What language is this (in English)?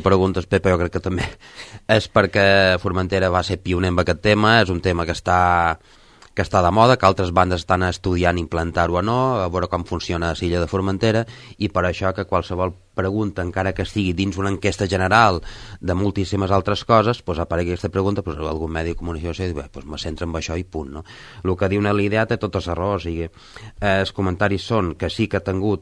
Catalan